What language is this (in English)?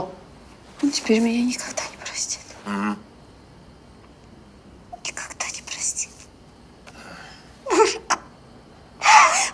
Russian